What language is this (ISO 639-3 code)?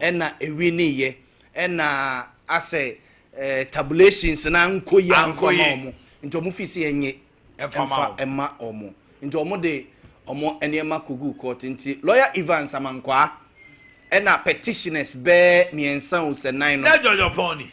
aka